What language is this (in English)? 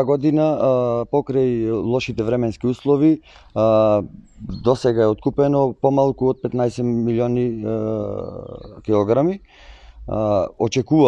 Macedonian